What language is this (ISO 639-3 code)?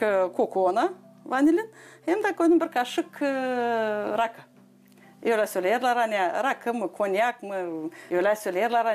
gag